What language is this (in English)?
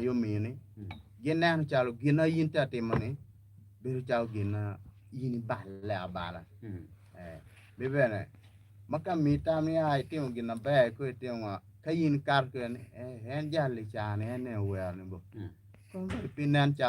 Acoli